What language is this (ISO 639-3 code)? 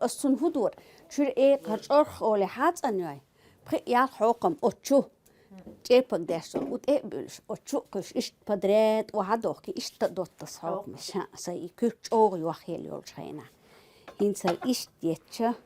che